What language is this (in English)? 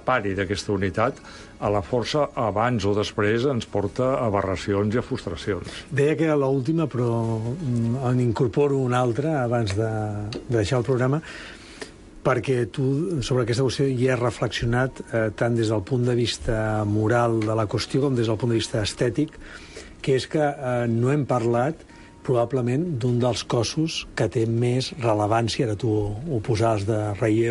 Catalan